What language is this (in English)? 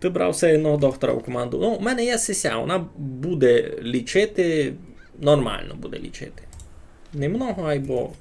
Rusyn